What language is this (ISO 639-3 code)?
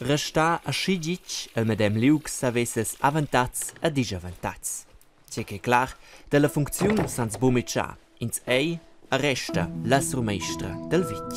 roh